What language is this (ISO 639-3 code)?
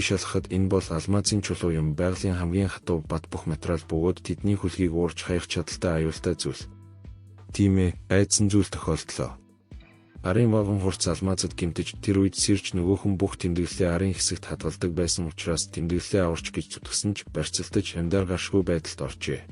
mon